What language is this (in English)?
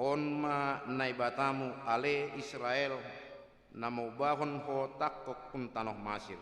Batak Simalungun